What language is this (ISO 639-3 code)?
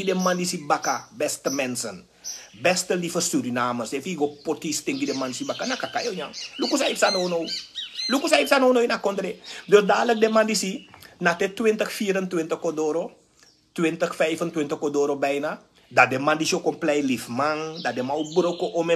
srn